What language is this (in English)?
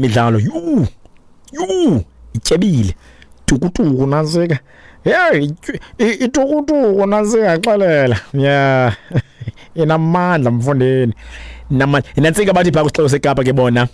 Xhosa